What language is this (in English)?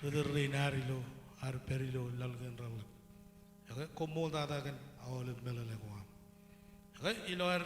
Marshallese